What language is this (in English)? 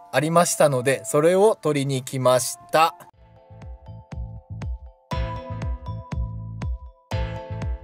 Japanese